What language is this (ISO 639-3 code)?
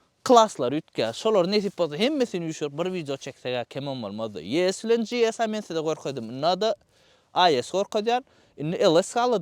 tuk